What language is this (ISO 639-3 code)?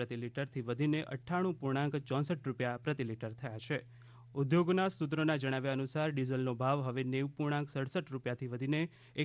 guj